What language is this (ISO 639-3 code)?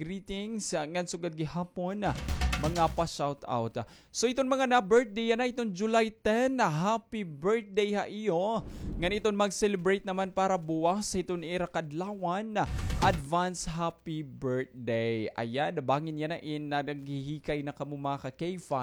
war